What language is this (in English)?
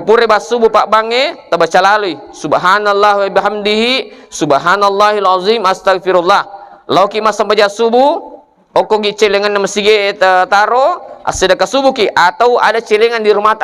Buginese